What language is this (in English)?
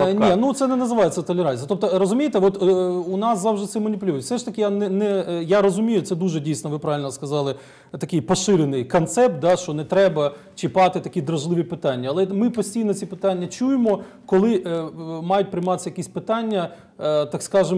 Ukrainian